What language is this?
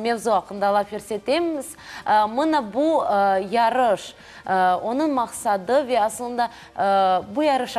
Crimean Tatar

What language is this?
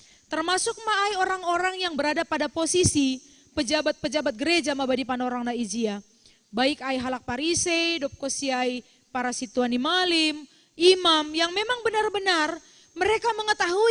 Batak Simalungun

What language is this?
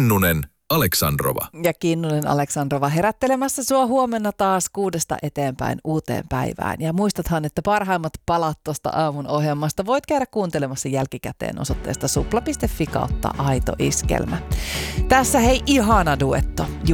Finnish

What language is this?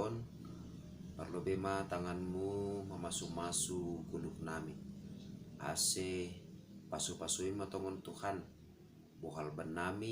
Batak Simalungun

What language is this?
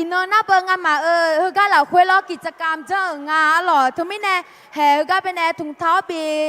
Akha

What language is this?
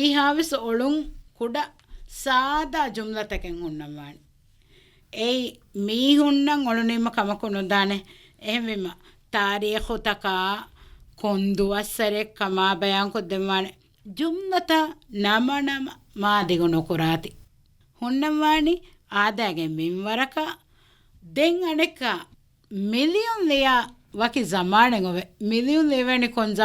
Divehi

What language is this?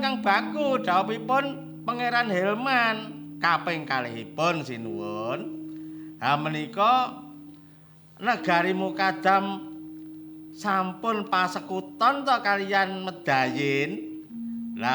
Javanese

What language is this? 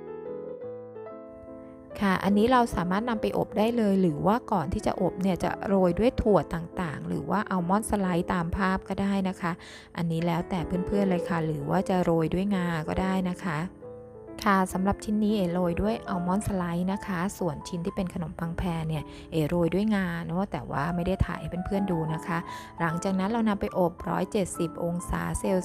Thai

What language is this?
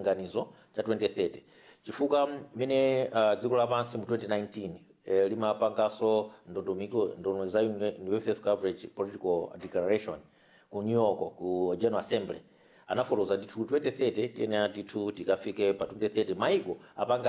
Nyanja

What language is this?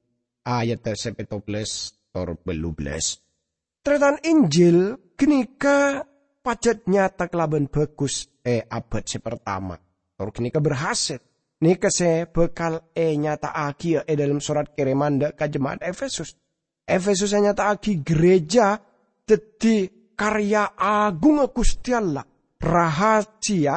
Madurese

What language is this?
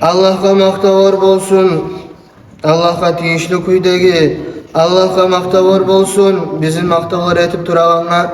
Kumyk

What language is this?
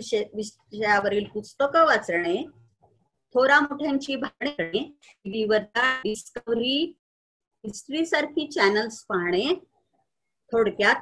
Marathi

